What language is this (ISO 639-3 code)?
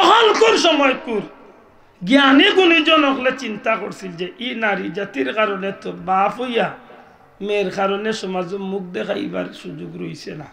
syl